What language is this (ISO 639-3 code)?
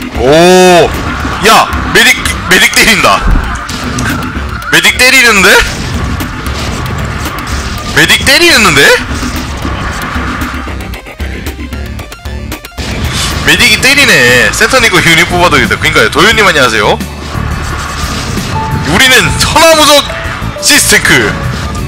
kor